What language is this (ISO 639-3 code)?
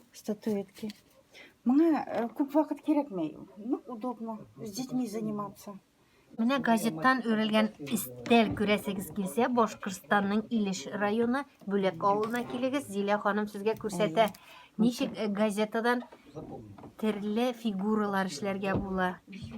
tat